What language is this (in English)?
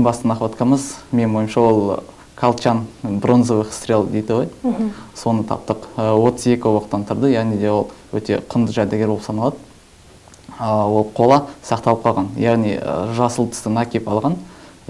Kazakh